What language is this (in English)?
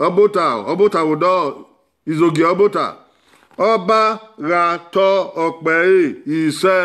Bini